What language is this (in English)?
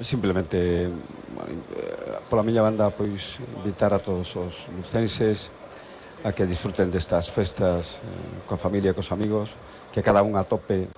Galician